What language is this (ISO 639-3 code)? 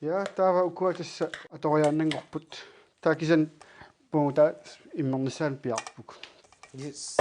kal